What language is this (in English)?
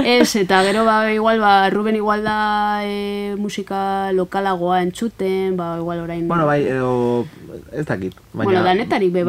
Basque